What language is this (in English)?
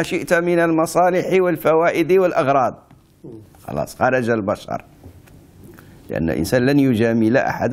Arabic